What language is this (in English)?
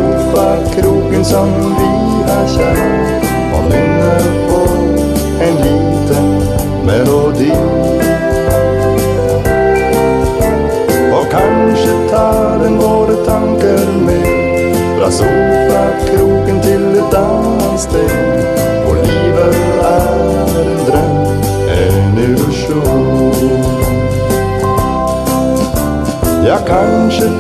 Norwegian